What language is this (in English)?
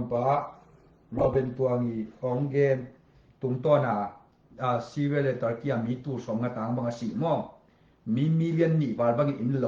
Tedim Chin